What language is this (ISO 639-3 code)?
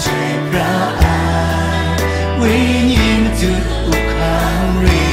kac